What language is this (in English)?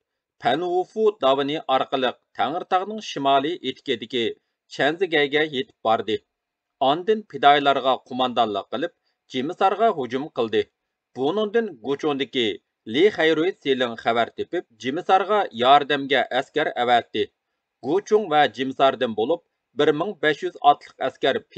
Uyghur